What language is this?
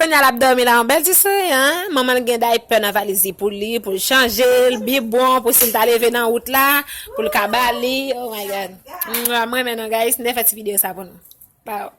Haitian Creole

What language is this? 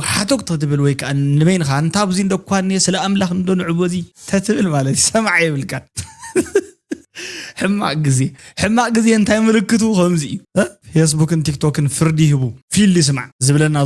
Tigrinya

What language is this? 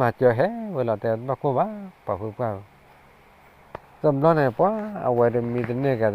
S'gaw Karen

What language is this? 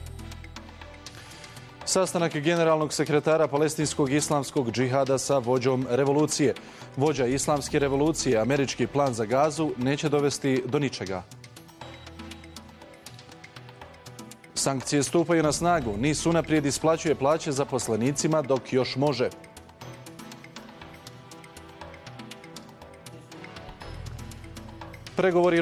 Bosnian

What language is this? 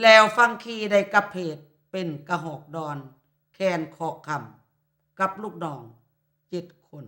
Lao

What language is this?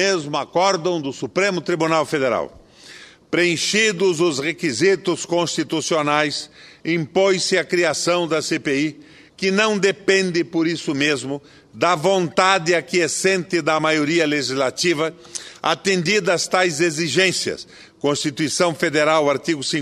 Portuguese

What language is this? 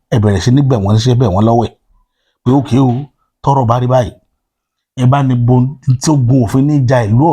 Yoruba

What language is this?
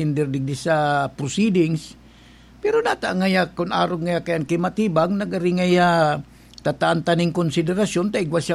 Bikol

